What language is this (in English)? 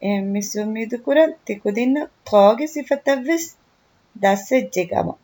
Divehi